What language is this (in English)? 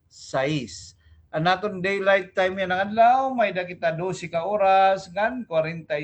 Waray